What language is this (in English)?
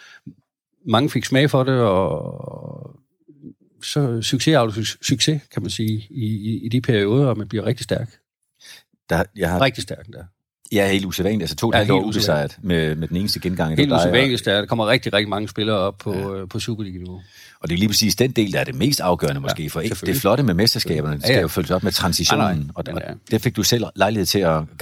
Danish